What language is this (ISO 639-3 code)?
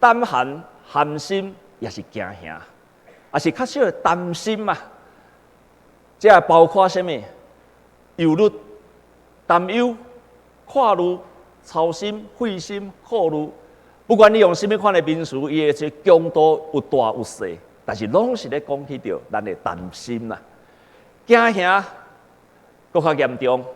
nan